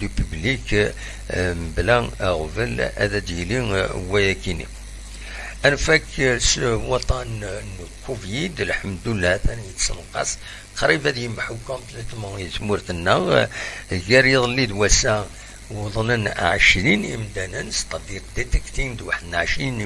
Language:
Kabyle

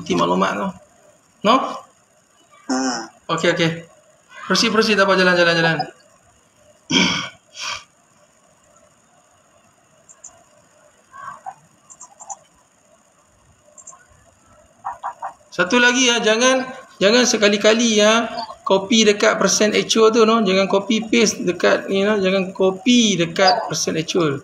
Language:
Malay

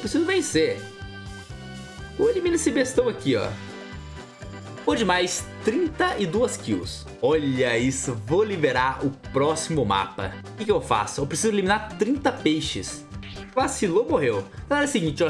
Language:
Portuguese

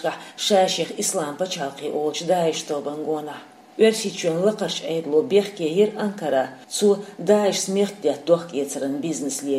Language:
Chechen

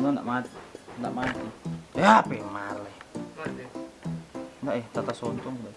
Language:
Manado Malay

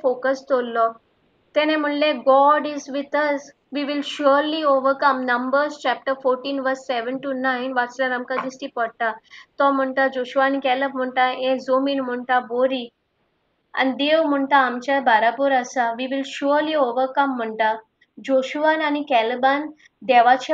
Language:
Konkani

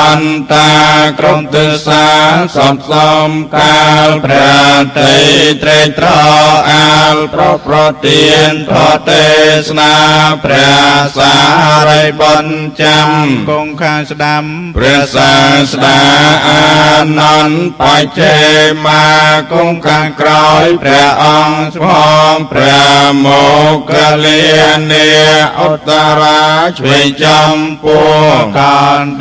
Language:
Khmer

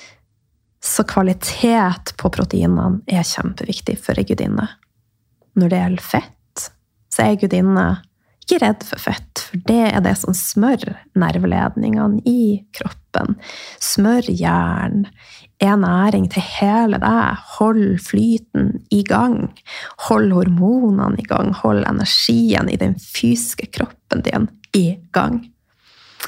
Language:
Norwegian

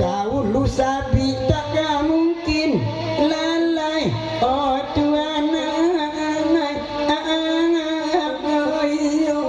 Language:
Minangkabau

